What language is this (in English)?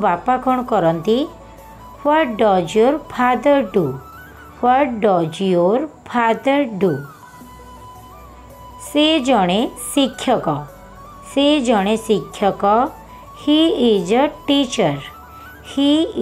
Odia